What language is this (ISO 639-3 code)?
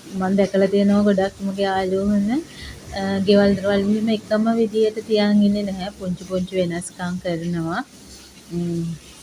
sin